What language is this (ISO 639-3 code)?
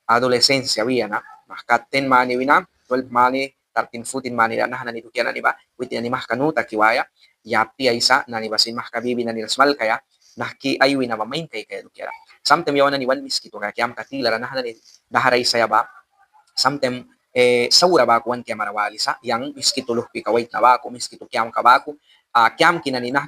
miq